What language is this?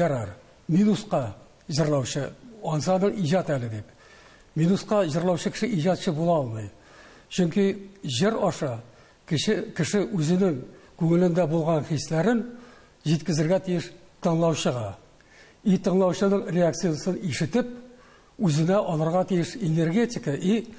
Tatar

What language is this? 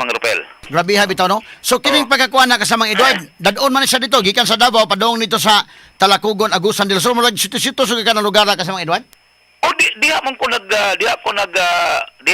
Cebuano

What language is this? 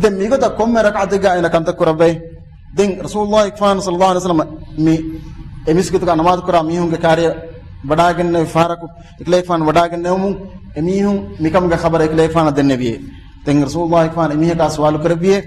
Divehi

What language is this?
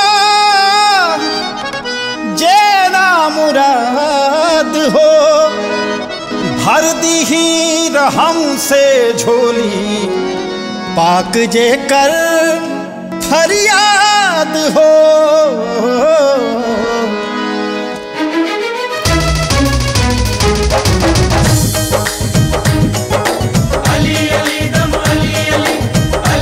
Bhojpuri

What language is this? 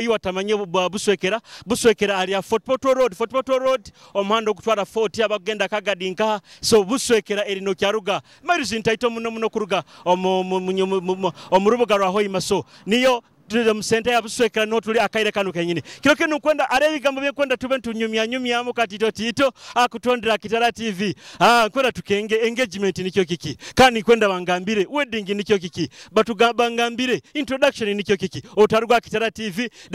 Nyoro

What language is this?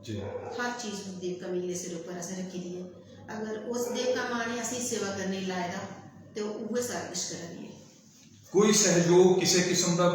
Dogri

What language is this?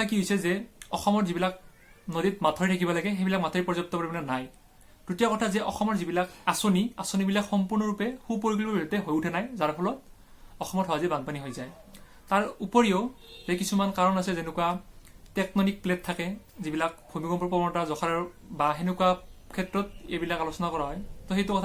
Assamese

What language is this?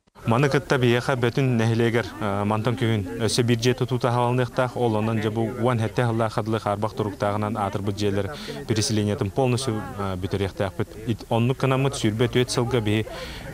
Yakut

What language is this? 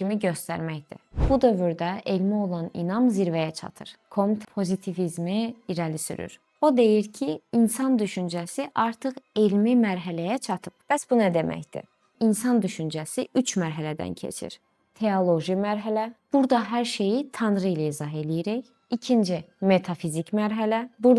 Azerbaijani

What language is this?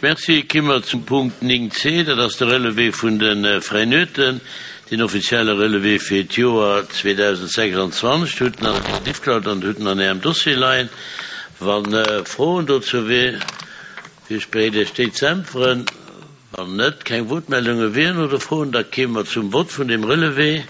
Luxembourgish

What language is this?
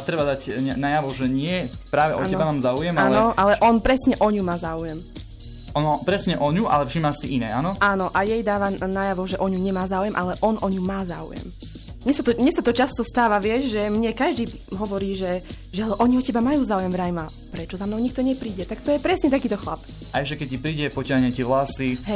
Slovak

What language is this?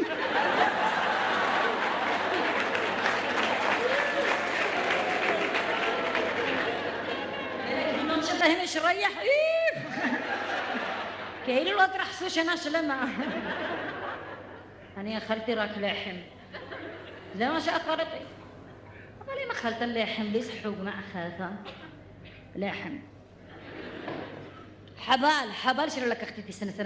Hebrew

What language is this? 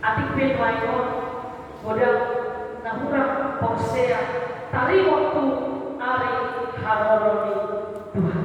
Batak Toba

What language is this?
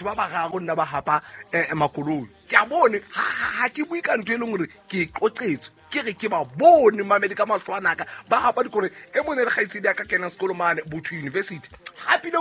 Southern Sotho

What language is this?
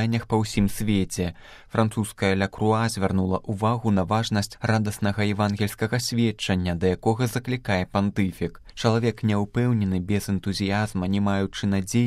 Belarusian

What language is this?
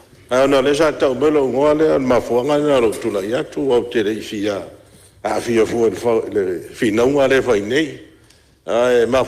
Samoan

